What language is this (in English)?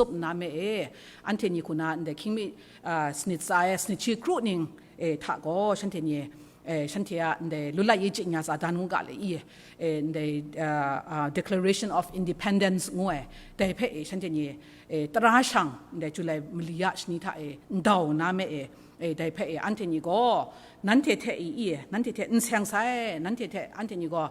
Kachin